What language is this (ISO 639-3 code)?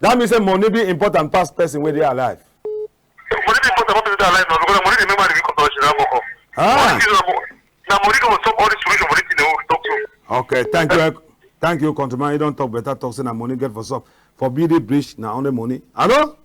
wes